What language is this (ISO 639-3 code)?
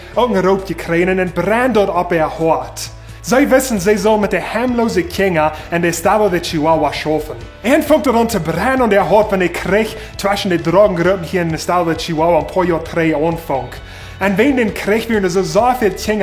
pdt